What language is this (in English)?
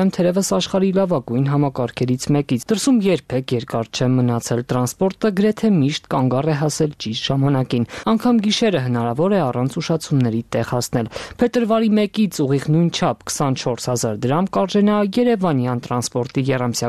Armenian